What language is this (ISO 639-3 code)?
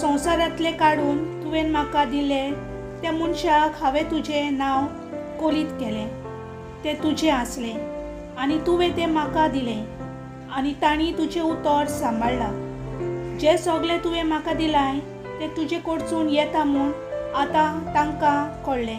kok